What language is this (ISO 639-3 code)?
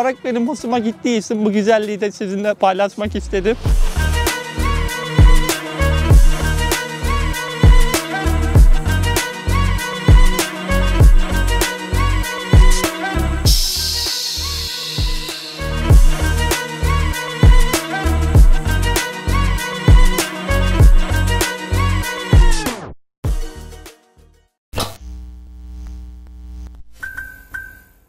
tur